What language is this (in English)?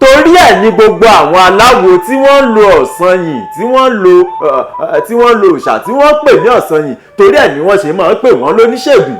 Yoruba